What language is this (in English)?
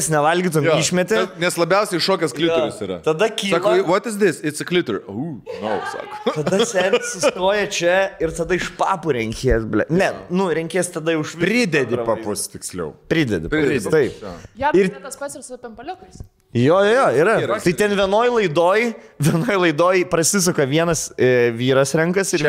Lithuanian